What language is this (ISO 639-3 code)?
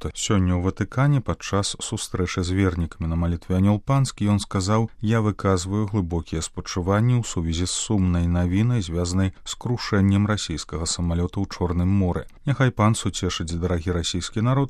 bel